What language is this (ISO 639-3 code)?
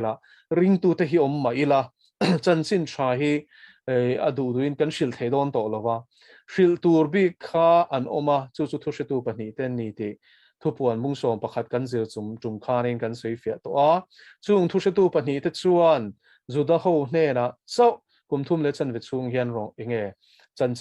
lus